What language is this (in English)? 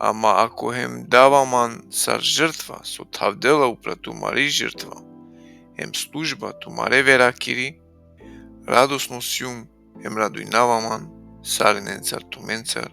Balkan Romani